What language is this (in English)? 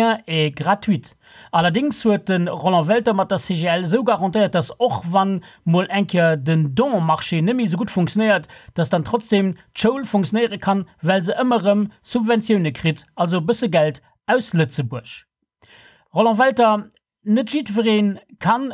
Luxembourgish